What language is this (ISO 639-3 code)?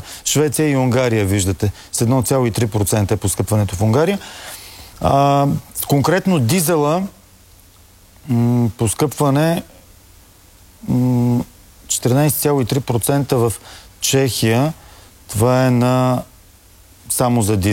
bul